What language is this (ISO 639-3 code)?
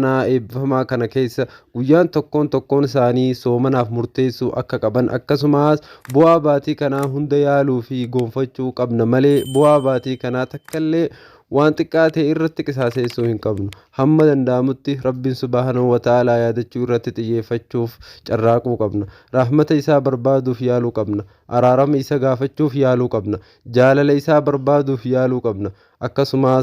orm